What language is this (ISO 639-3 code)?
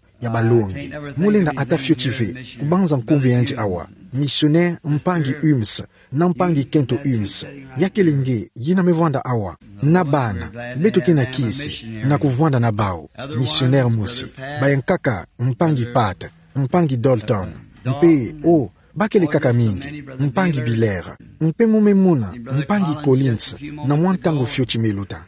ktu